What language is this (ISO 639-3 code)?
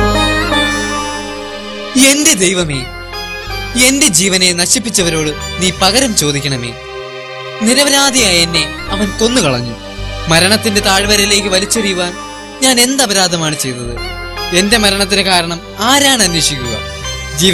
mal